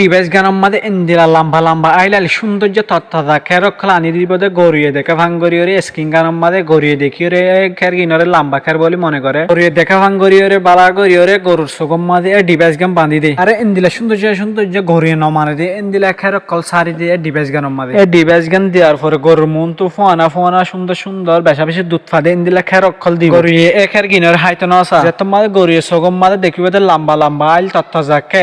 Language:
Rohingya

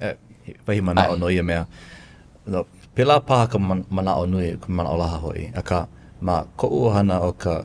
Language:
Hawaiian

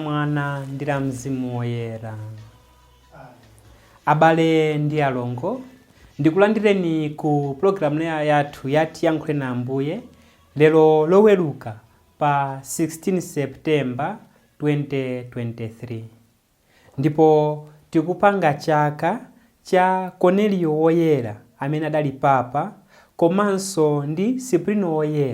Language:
Nyanja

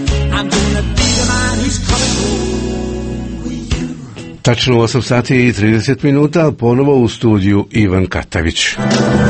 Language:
Croatian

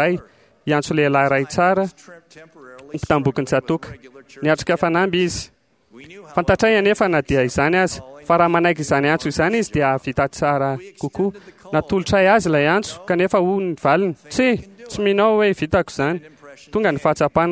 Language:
Malagasy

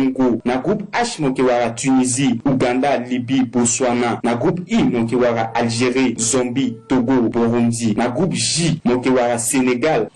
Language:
Sango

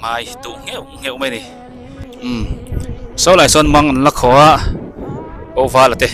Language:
Biete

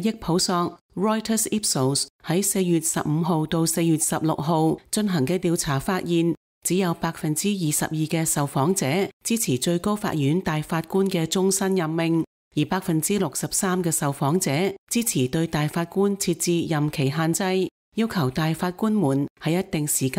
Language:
Cantonese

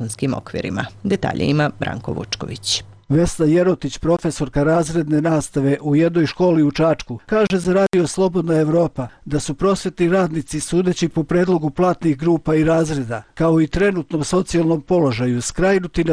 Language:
Serbian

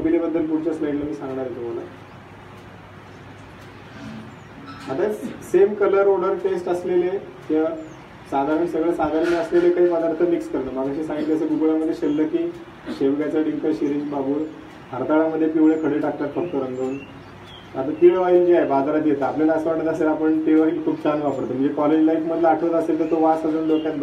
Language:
Marathi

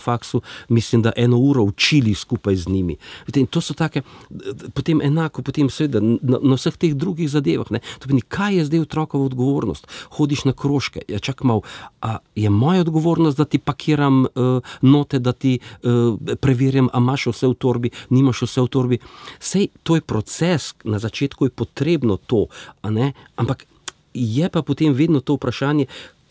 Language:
Slovenian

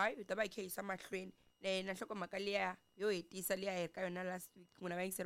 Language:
Tsonga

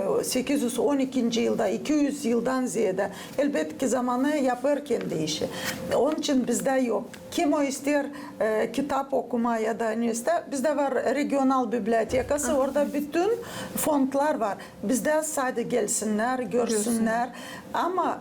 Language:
Gagauz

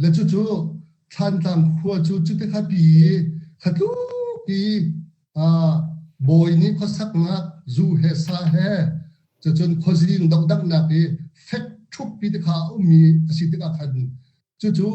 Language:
Hakha Chin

